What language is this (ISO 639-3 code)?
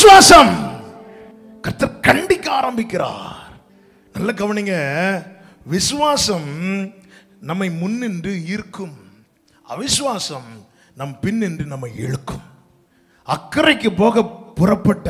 tam